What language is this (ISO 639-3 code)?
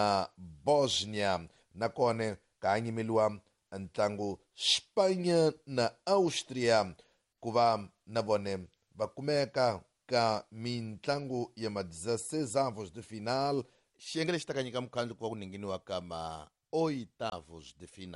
tso